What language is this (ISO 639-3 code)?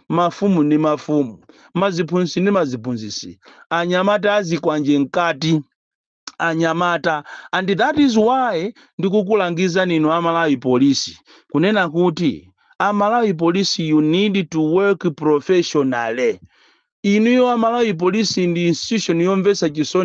nya